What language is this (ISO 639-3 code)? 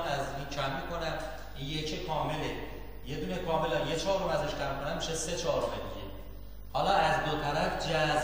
fas